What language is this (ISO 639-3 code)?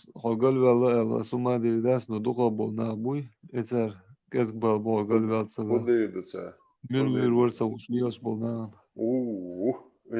che